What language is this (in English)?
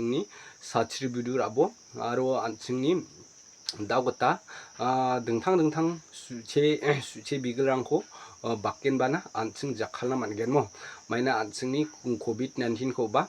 Garo